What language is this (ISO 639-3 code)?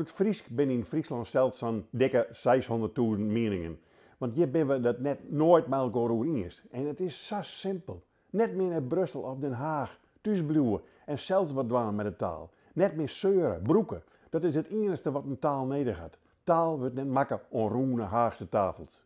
fry